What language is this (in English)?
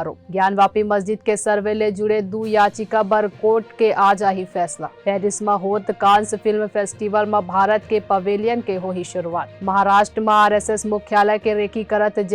Chhattisgarhi